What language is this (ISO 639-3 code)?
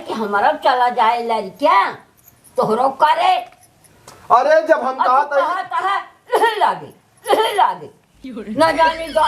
awa